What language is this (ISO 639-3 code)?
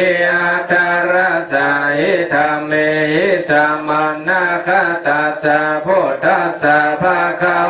pli